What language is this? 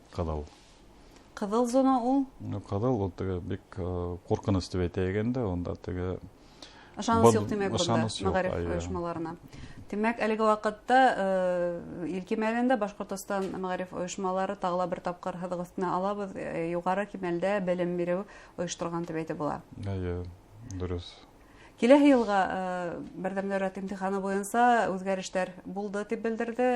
Bashkir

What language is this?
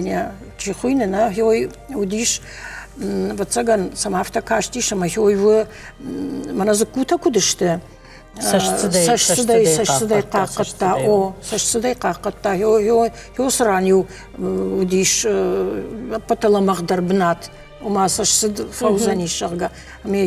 Ossetic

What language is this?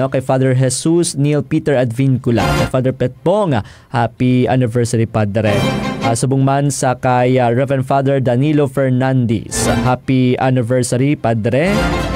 Hiligaynon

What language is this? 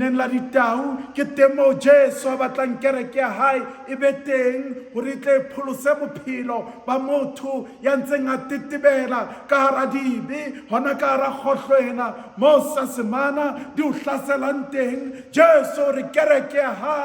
Southern Sotho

